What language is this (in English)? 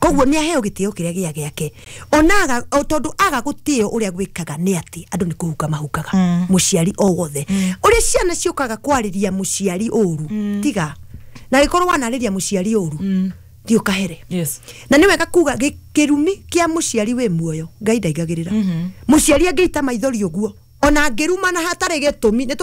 Kikuyu